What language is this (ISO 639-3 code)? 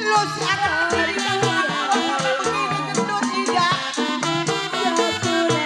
bew